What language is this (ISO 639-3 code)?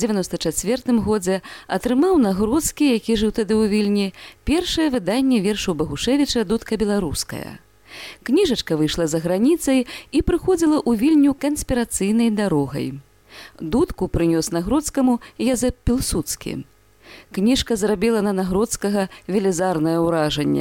bel